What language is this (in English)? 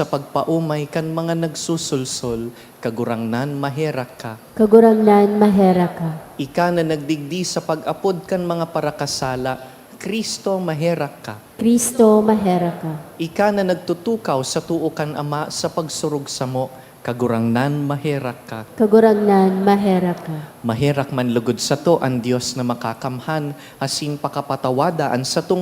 Bikol